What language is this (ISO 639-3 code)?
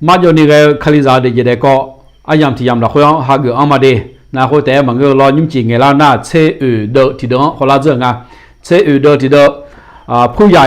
ahk